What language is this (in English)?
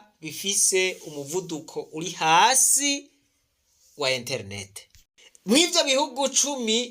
Rundi